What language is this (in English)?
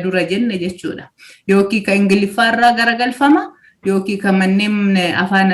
Oromo